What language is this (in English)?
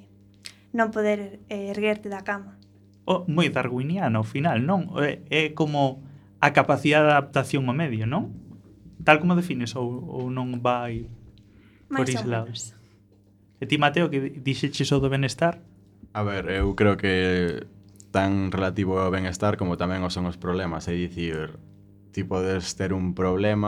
Galician